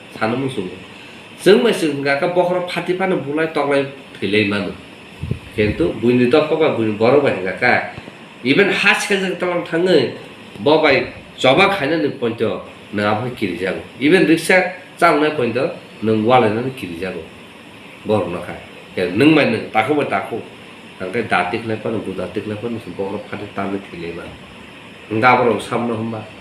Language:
Kok Borok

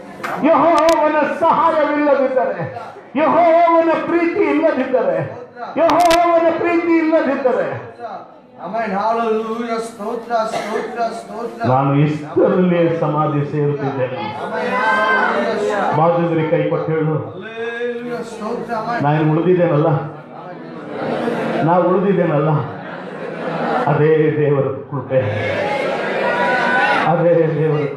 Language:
Kannada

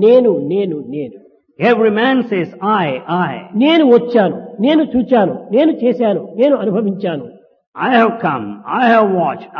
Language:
Telugu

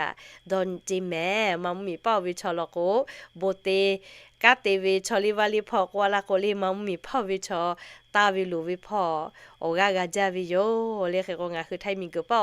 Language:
Lahu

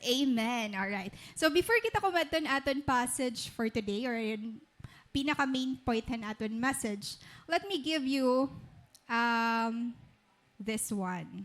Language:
Waray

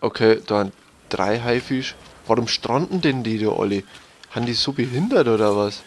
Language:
Bavarian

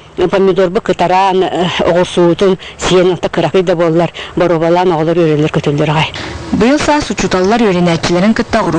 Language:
Yakut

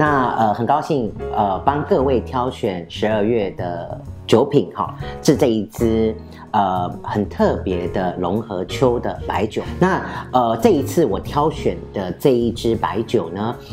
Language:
Chinese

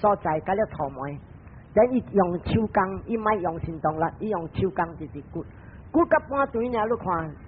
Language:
Min Nan Chinese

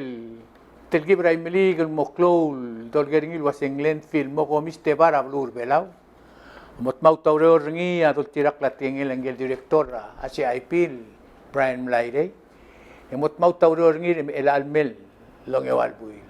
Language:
Palauan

